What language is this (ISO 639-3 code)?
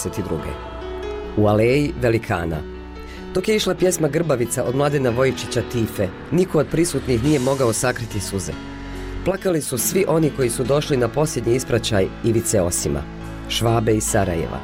bos